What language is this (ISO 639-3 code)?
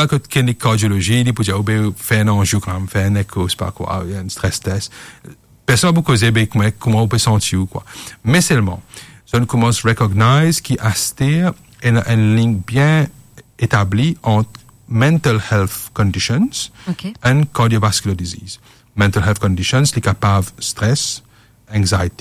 mfe